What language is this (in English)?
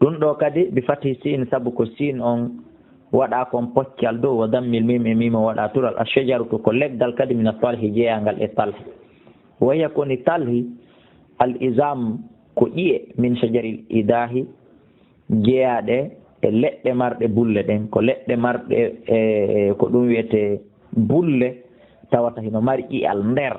Fula